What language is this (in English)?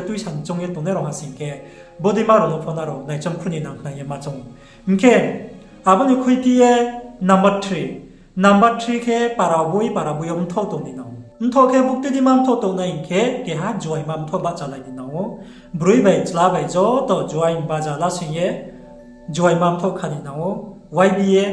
Riang (India)